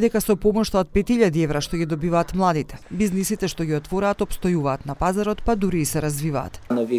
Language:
Macedonian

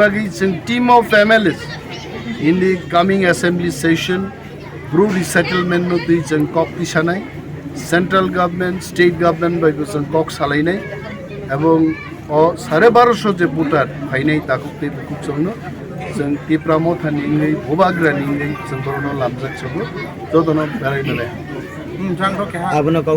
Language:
Kok Borok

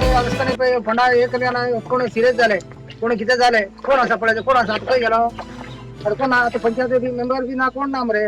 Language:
Konkani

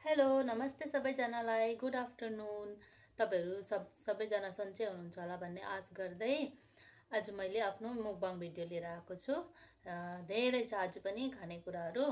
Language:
Nepali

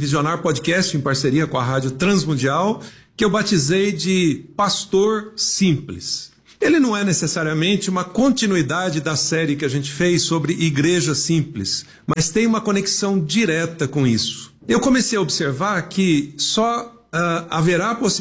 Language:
Portuguese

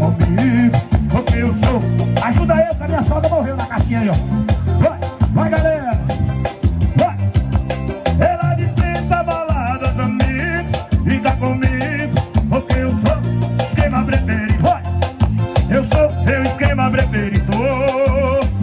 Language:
Portuguese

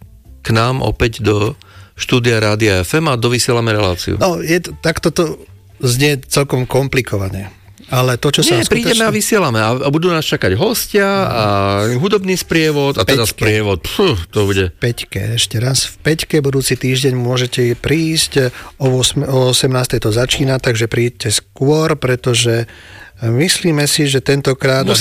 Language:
Slovak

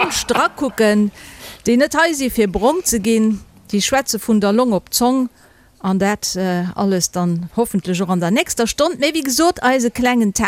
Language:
Luxembourgish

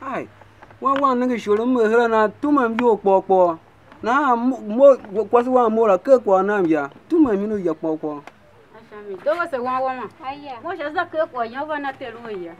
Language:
Tiv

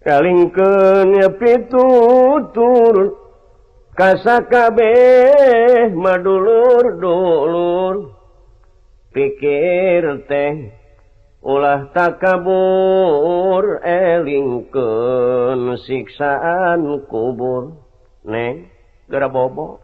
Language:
Sundanese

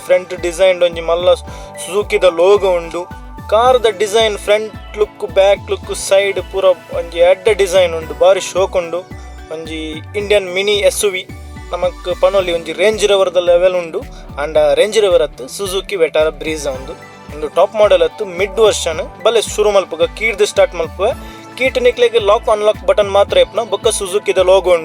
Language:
Tulu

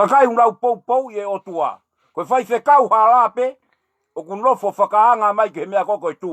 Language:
Tongan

